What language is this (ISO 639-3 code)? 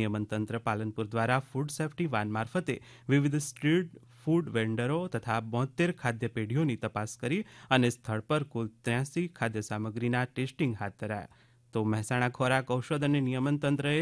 guj